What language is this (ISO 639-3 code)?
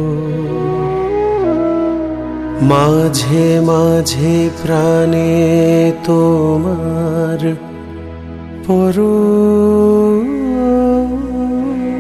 ben